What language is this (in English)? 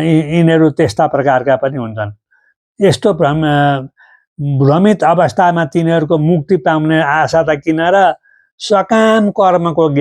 Nepali